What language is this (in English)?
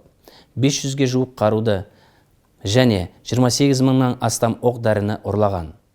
Kazakh